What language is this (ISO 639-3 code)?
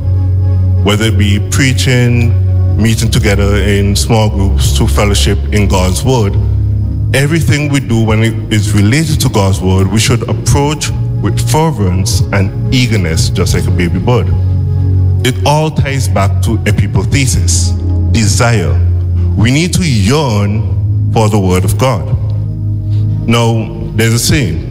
eng